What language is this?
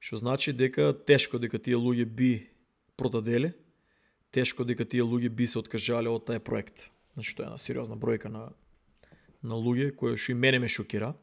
Macedonian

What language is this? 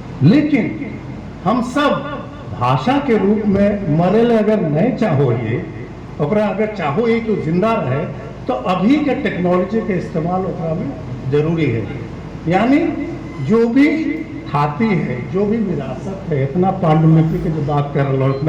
Magahi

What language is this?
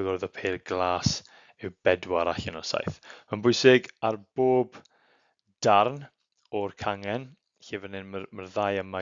Welsh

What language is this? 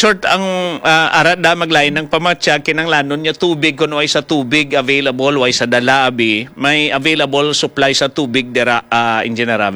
Hiligaynon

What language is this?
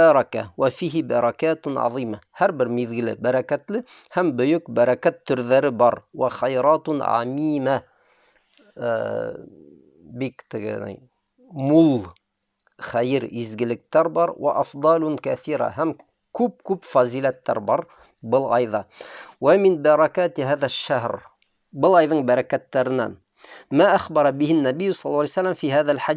Bashkir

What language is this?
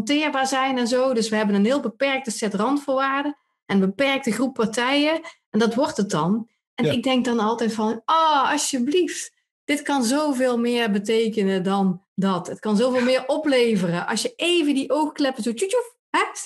Dutch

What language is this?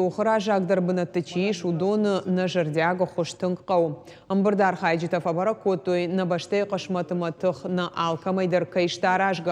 Ossetic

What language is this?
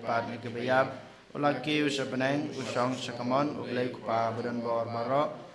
Khasi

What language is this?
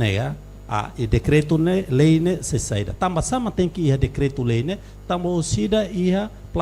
Tetum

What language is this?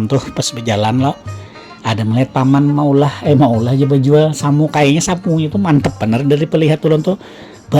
Banjar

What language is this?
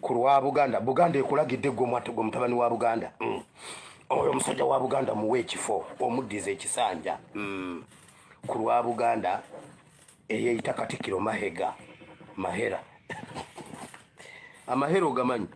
Ganda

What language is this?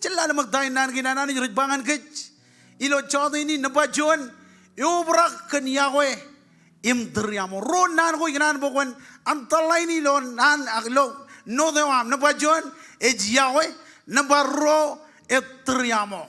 Marshallese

